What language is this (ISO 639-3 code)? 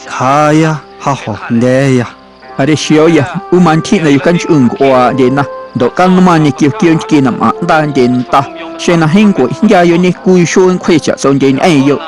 amu